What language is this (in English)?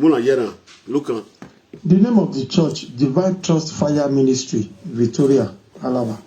Nigerian Pidgin